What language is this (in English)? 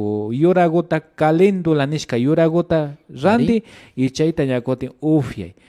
Imbabura Highland Quichua